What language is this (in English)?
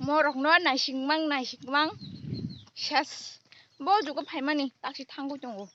Kok Borok